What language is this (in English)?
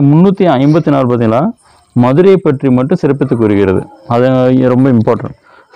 Tamil